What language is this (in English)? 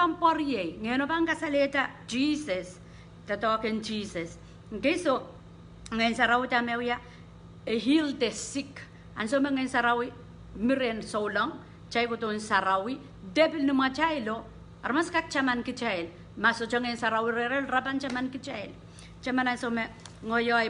Pohnpeian